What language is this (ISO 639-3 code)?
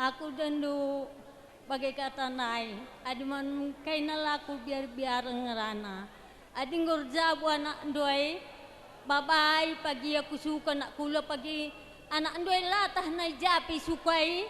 btx